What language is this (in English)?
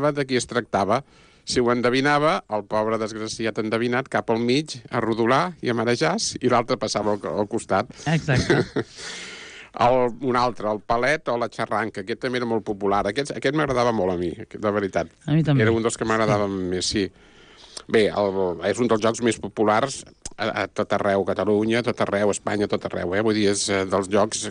Catalan